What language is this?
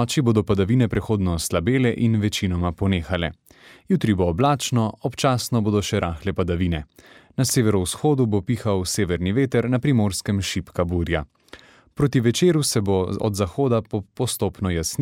Slovenian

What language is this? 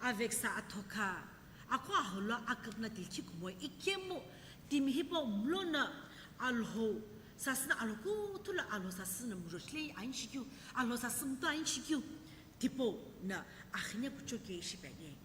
Sumi Naga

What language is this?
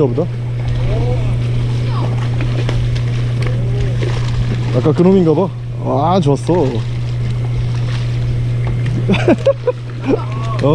Korean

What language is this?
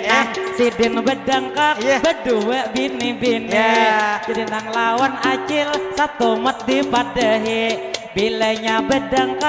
Banjar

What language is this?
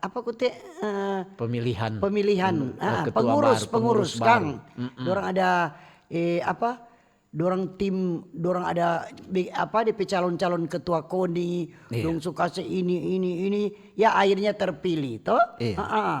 Manado Malay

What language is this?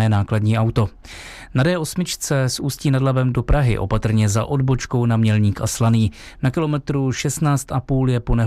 Czech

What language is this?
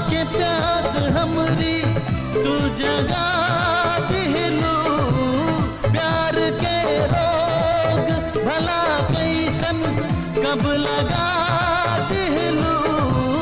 Bhojpuri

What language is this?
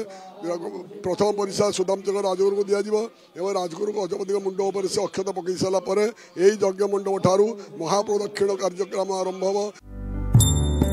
Odia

